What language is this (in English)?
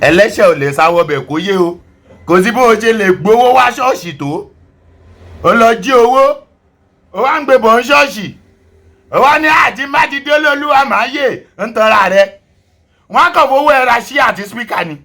Yoruba